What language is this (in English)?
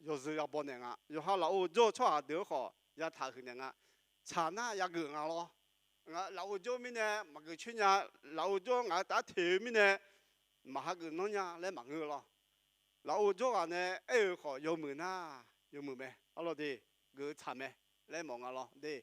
Akha